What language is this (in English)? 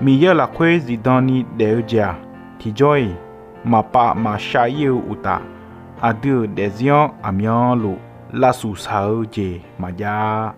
Akha